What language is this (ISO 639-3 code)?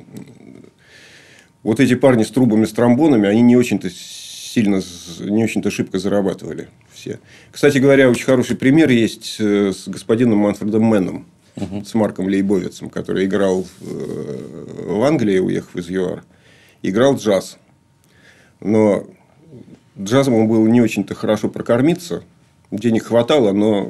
rus